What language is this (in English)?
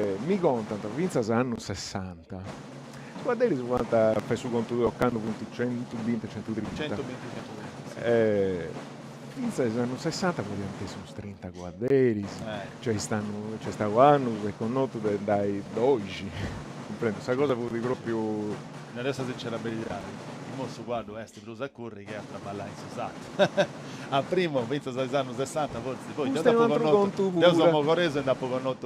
Sardinian